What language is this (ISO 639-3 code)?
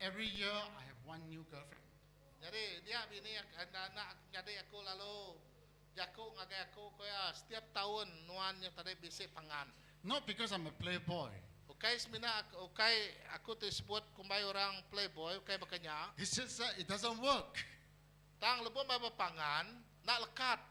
iba